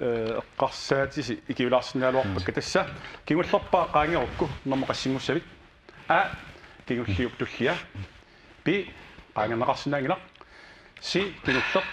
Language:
Kalaallisut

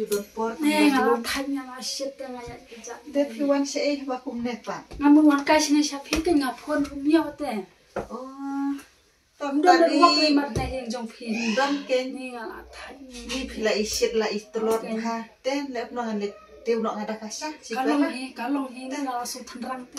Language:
Khasi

